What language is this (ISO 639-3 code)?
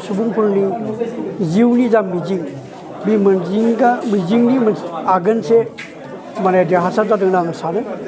brx